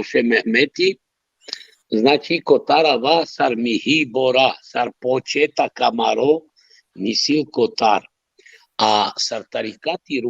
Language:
Balkan Romani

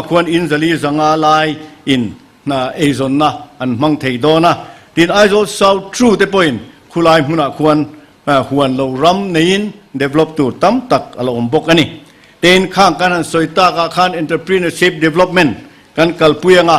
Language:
Mizo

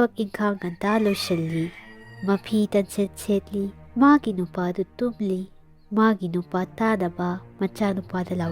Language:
Manipuri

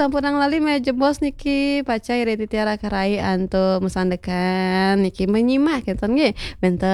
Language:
Balinese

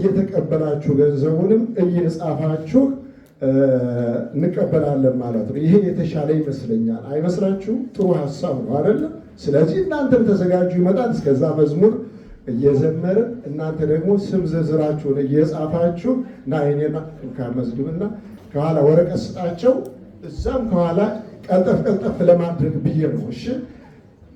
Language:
Amharic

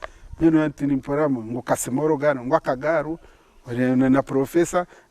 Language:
Nyankole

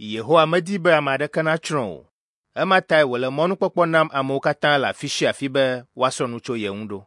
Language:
Ewe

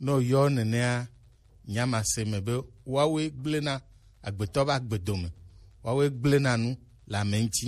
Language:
Gen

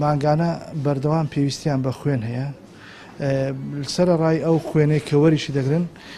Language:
Central Kurdish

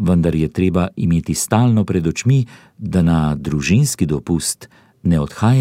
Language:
Slovenian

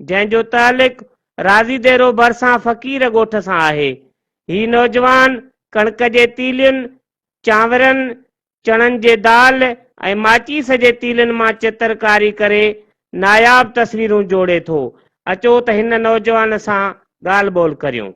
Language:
Sindhi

